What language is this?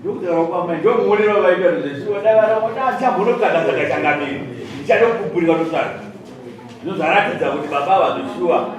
Shona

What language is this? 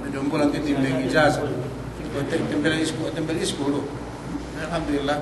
Yakan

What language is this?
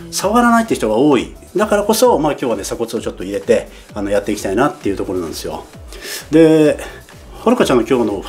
Japanese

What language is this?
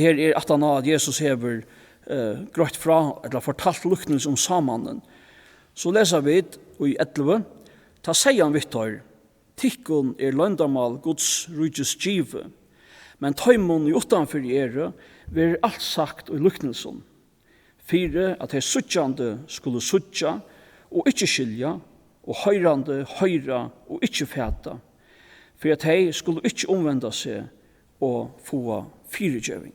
Faroese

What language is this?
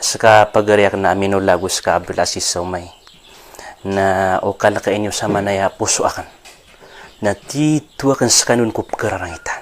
Maranao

